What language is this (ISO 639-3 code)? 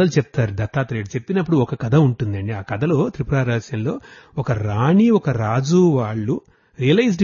tel